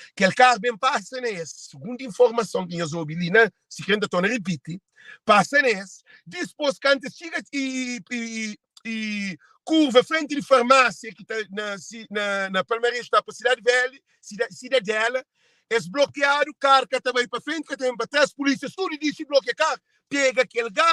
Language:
Kabuverdianu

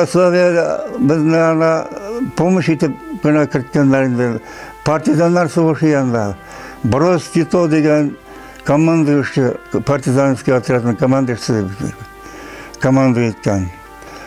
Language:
Bashkir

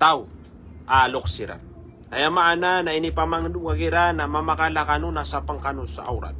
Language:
Maranao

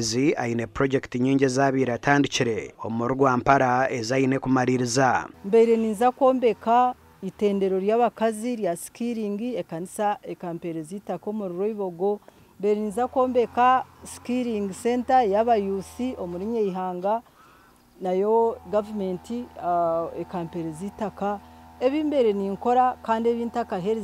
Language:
Nyankole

